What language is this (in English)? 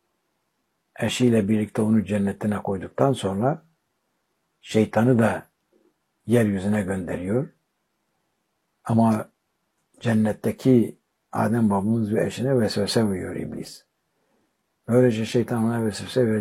Turkish